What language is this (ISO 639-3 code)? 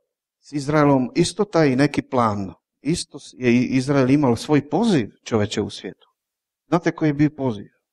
hrv